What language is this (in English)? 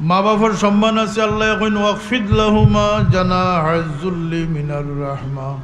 Sylheti